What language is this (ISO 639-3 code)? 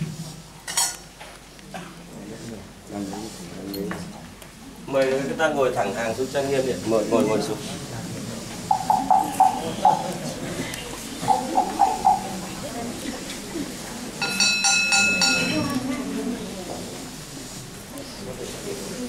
vie